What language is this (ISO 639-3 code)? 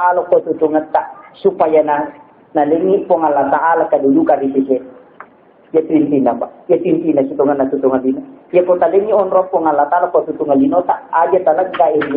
bug